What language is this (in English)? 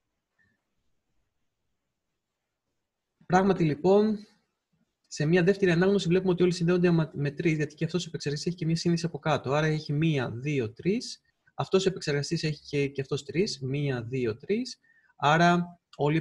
Greek